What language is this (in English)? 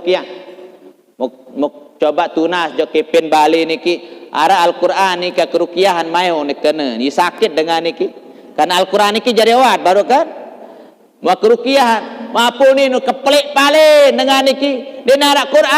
Sasak